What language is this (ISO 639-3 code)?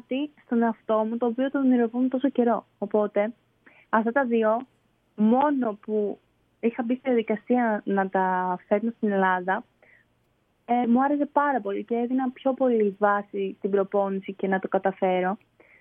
ell